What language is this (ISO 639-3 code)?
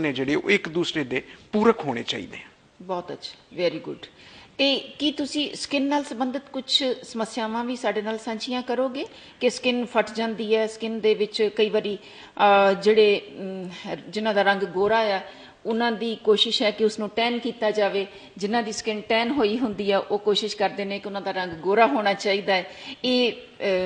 pan